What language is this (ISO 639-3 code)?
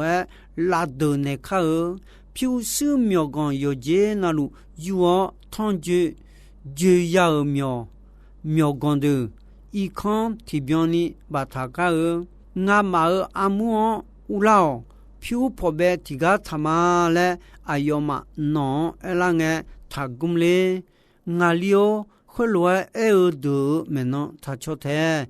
ahk